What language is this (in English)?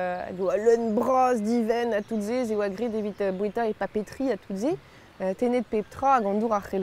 Breton